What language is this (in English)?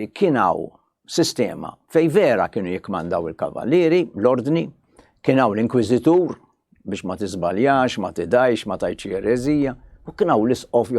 Maltese